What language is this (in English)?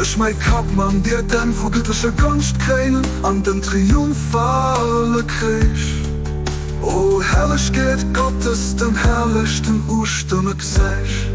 Luxembourgish